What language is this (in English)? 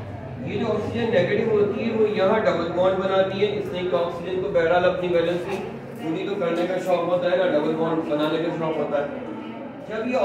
Hindi